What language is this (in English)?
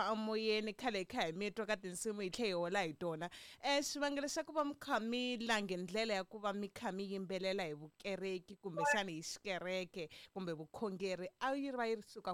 Tsonga